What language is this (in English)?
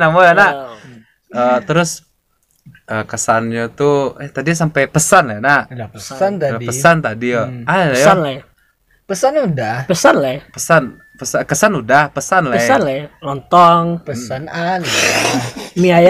Minangkabau